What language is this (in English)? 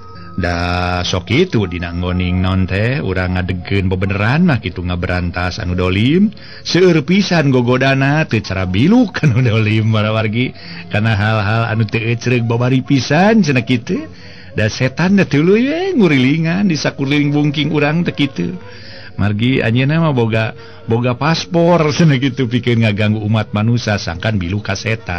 Sundanese